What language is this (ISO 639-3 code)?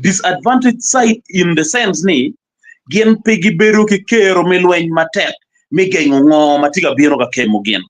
ach